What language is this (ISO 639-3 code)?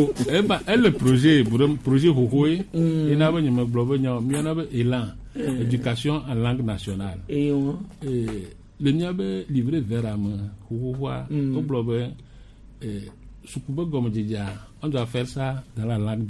gej